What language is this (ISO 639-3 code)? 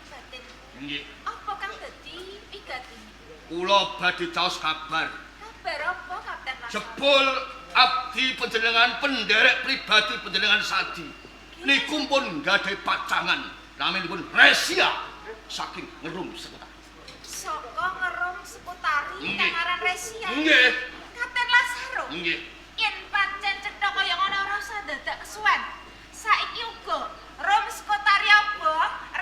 jav